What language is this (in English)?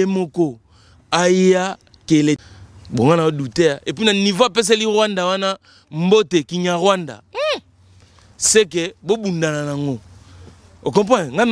Lingala